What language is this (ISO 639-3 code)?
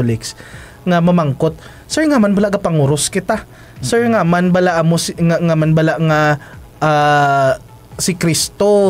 hil